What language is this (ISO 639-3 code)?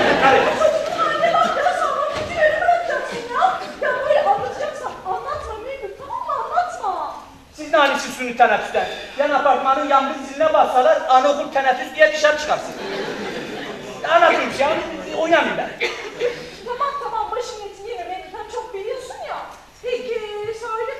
tur